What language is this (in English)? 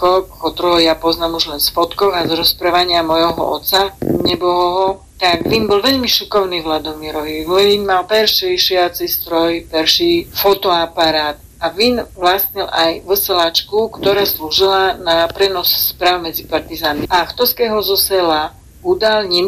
Slovak